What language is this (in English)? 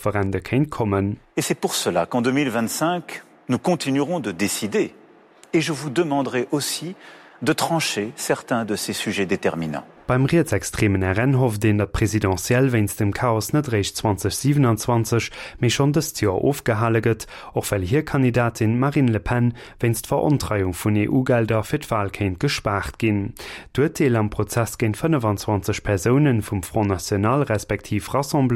Luxembourgish